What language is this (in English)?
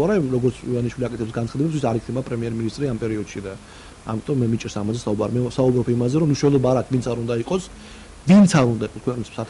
Georgian